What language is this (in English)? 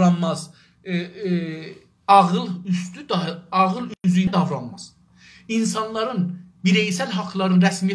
South Azerbaijani